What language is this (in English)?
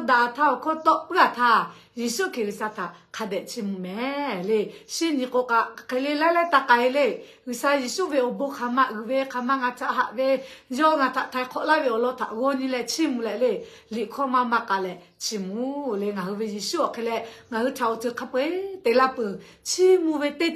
Lahu